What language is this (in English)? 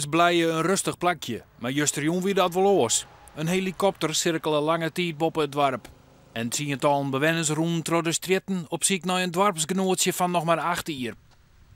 Western Frisian